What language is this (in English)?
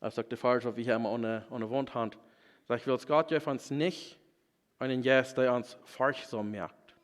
Plautdietsch